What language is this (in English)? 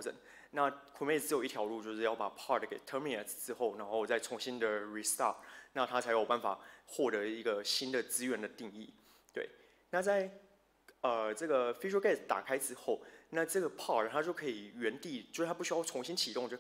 Chinese